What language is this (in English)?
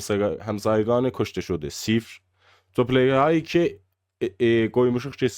South Azerbaijani